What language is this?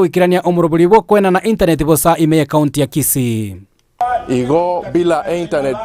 Gusii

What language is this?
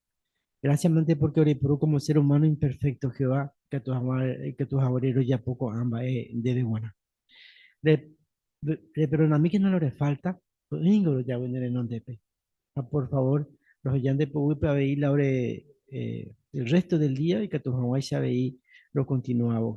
Guarani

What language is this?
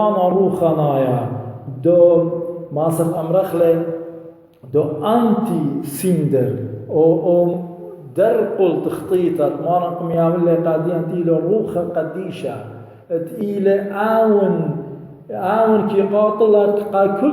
Assyrian Neo-Aramaic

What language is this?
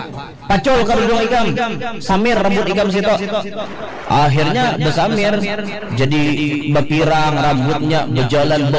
Banjar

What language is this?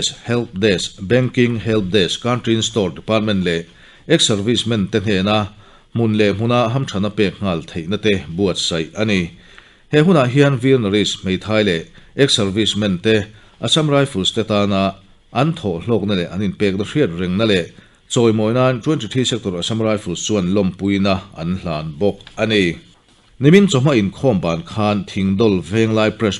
Mizo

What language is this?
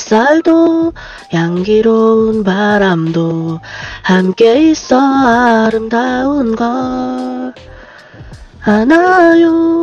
Korean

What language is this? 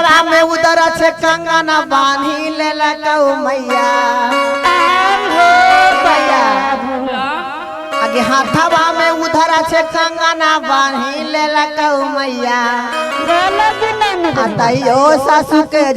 Magahi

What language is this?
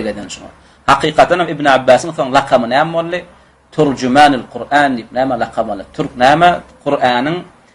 Turkmen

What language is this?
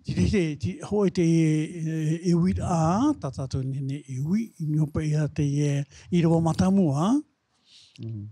Tahitian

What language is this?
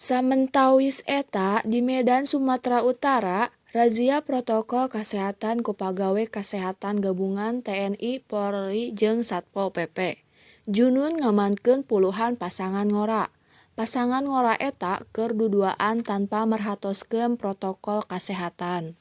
Sundanese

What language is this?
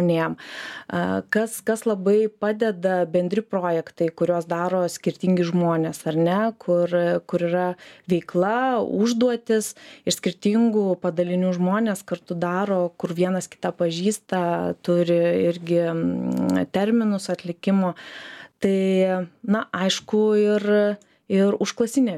Lithuanian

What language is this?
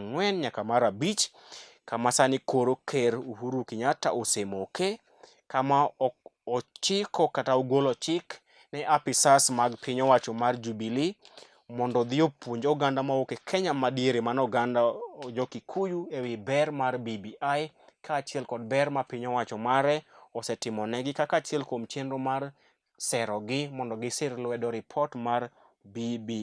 Luo (Kenya and Tanzania)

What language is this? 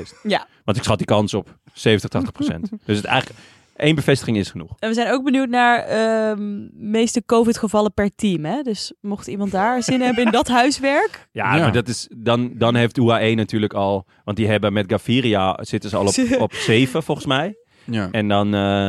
Dutch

